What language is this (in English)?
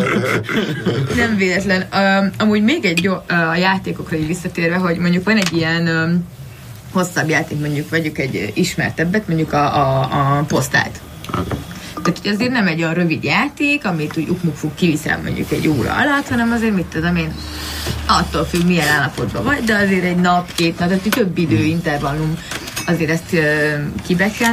Hungarian